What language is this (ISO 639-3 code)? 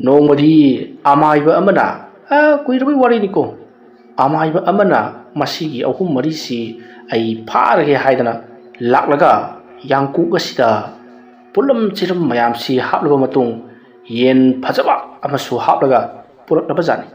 mni